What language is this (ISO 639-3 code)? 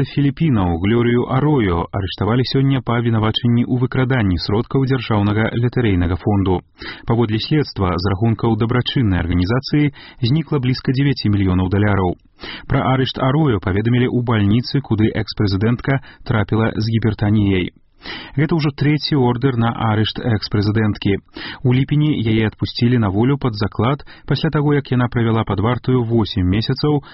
bel